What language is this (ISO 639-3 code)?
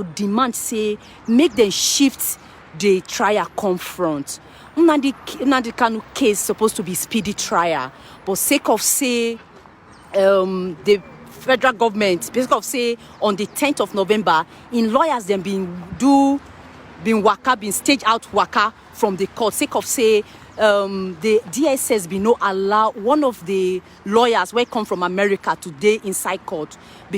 pcm